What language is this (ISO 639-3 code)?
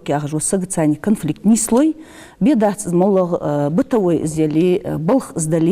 inh